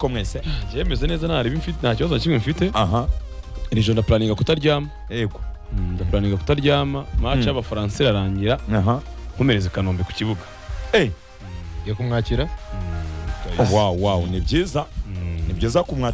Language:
Kinyarwanda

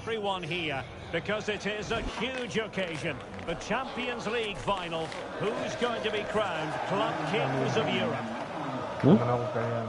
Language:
Tswana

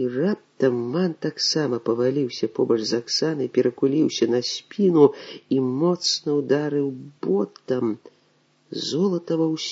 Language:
Belarusian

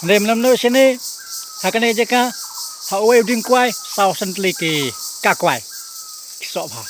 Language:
Khasi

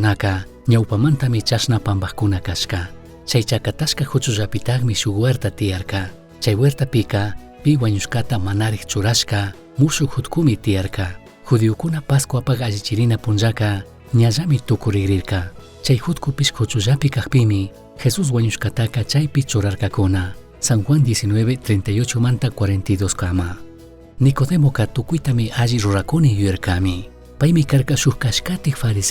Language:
Chimborazo Highland Quichua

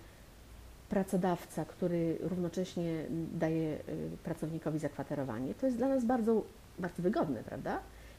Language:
Polish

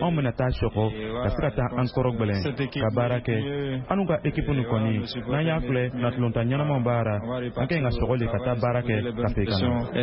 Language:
Bambara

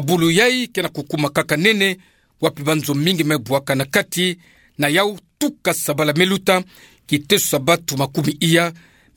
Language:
Kituba (Democratic Republic of Congo)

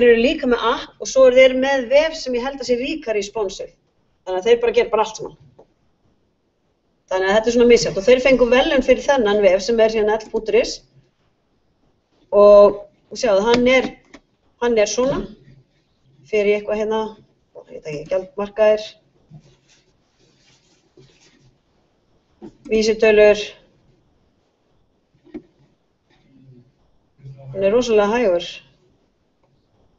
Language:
Icelandic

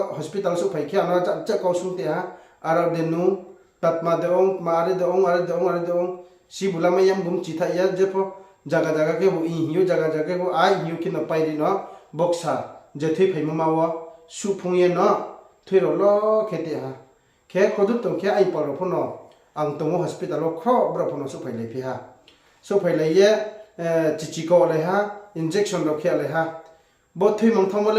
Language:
Riang (India)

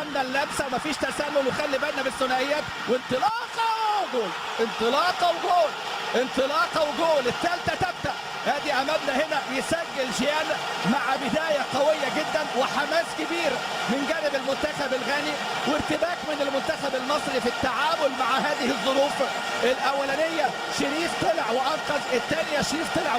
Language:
Egyptian Arabic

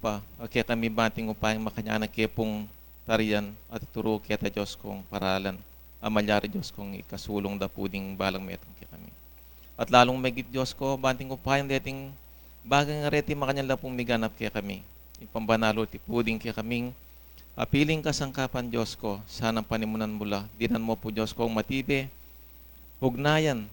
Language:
Pampanga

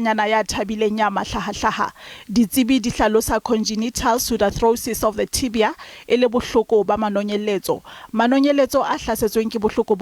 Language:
Southern Sotho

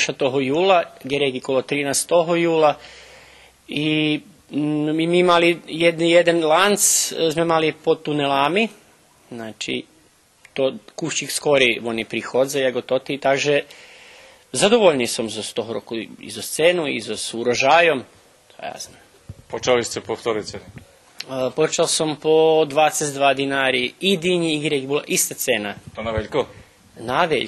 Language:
Rusyn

